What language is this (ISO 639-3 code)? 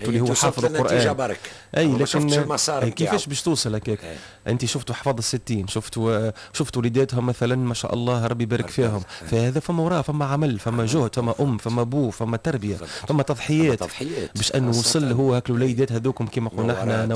aeb